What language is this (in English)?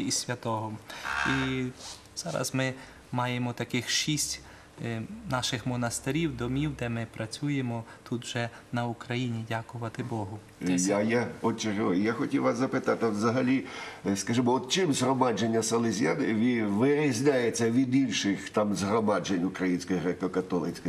Ukrainian